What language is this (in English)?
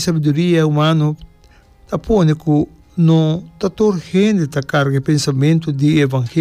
Papiamento